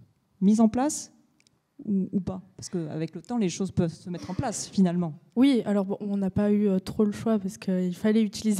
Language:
French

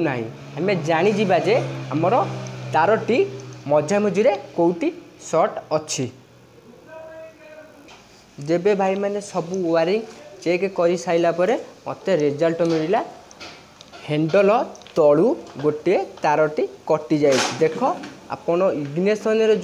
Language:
Odia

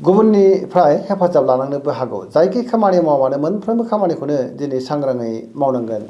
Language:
Bodo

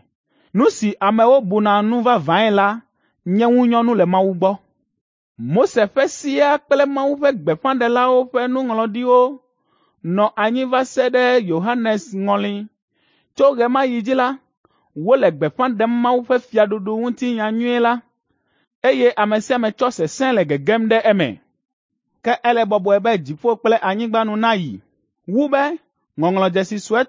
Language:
Ewe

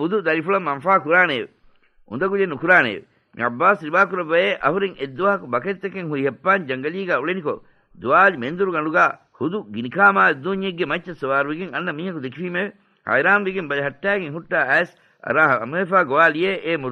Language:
Divehi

